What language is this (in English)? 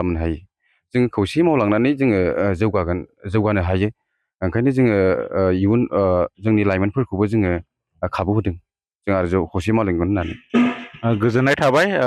Bodo